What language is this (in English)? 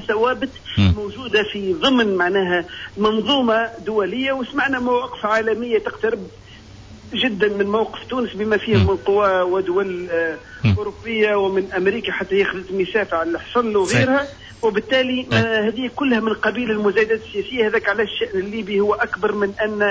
Tunisian Arabic